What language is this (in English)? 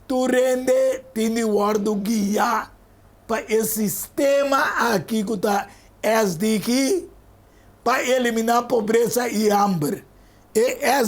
Papiamento